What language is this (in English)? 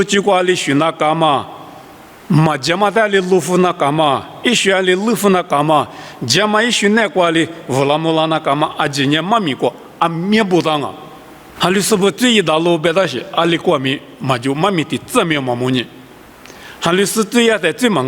Lisu